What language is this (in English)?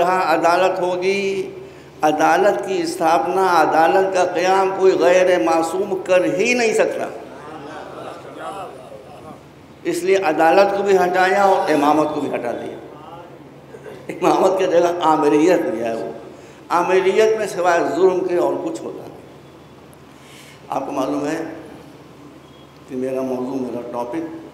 Urdu